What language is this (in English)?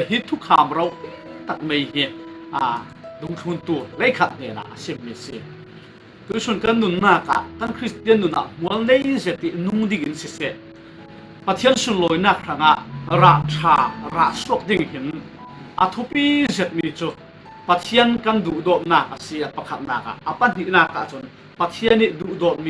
Falam Chin